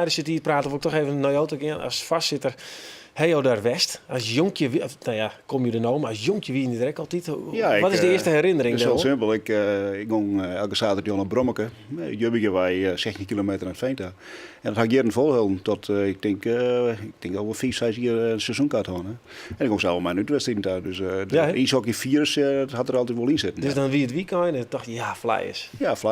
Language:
Western Frisian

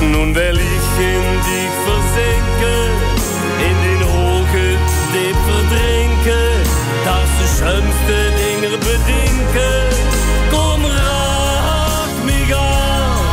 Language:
Limburgish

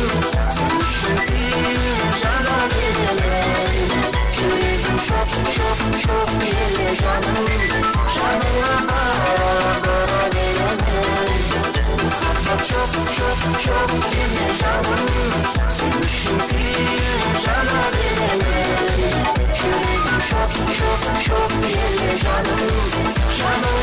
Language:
Kara-Kalpak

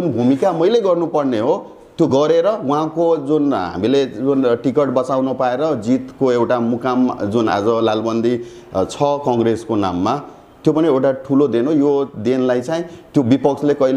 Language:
Nepali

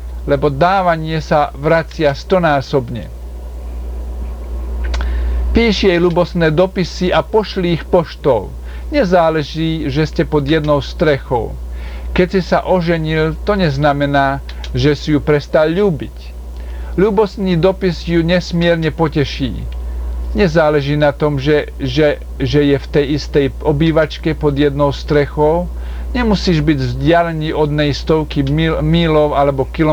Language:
Slovak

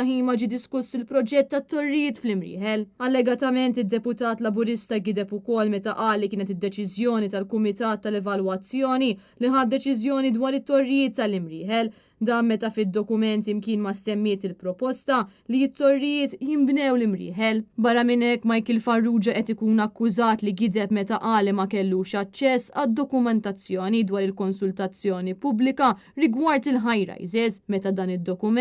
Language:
Maltese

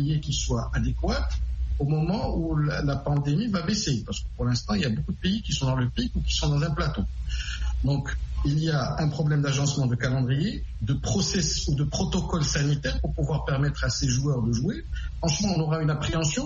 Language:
French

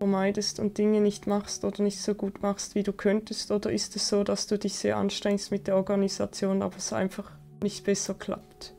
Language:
Swiss German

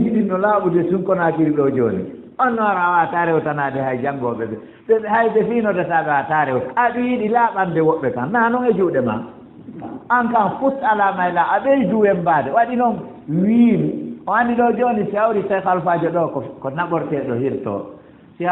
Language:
Fula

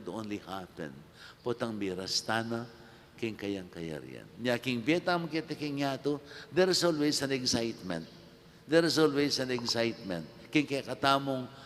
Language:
Pampanga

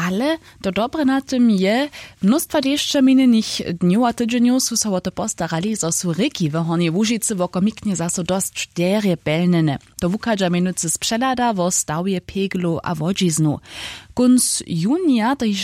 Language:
Upper Sorbian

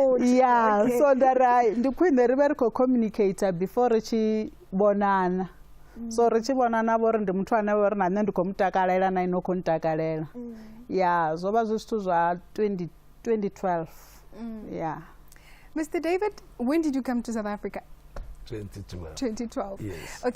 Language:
Venda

